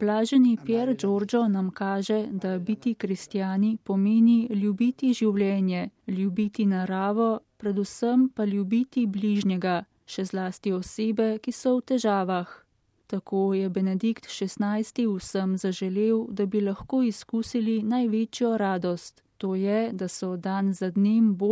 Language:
Slovenian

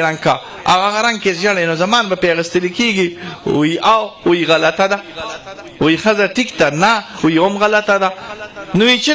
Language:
Pashto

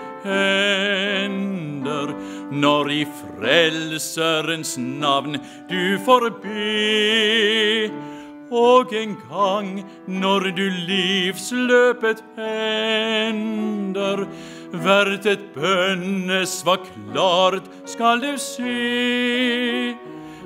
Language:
Norwegian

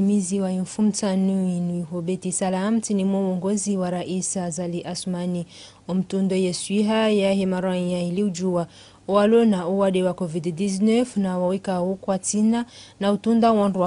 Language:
Ngazidja Comorian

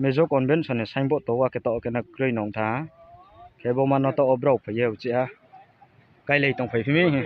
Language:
Riang (India)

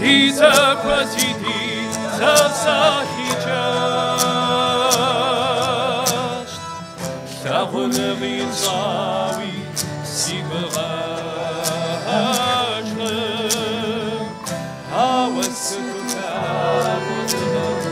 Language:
Kabardian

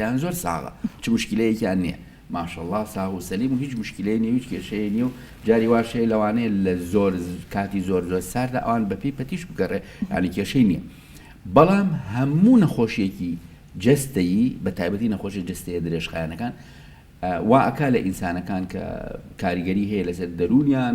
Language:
Central Kurdish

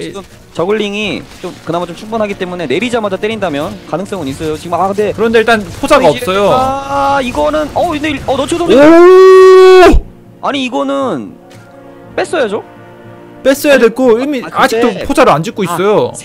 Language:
Korean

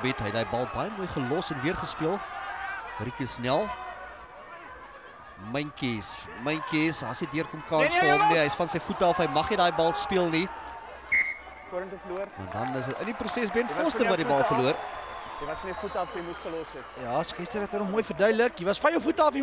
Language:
Afrikaans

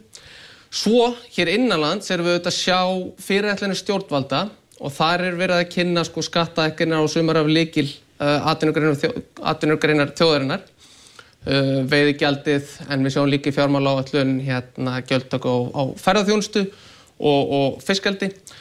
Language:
Icelandic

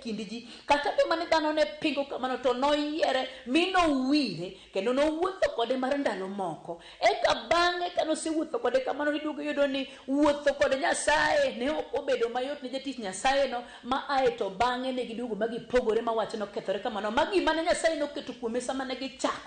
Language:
Luo (Kenya and Tanzania)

